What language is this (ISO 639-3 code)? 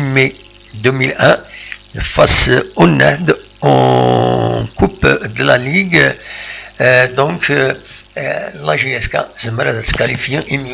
kab